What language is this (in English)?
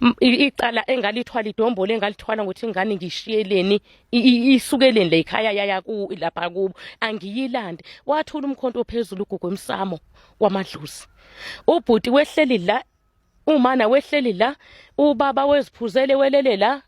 Zulu